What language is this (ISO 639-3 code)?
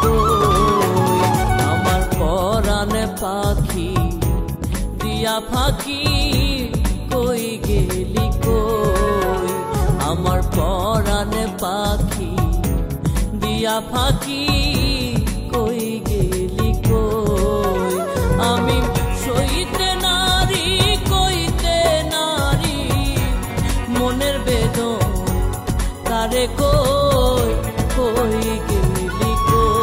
ben